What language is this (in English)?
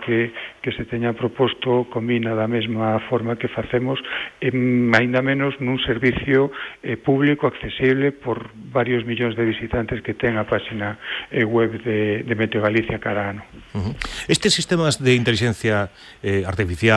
Galician